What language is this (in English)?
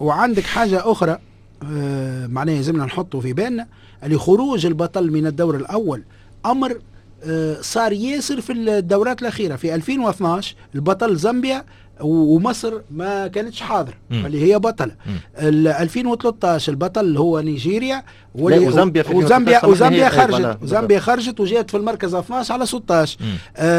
Tunisian Arabic